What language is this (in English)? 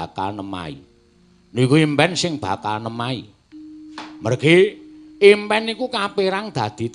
Javanese